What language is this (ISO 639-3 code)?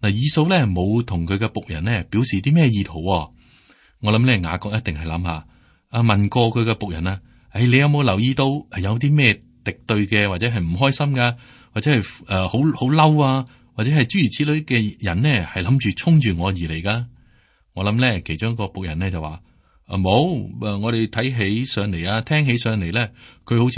yue